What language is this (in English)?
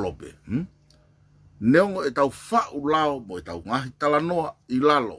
Tongan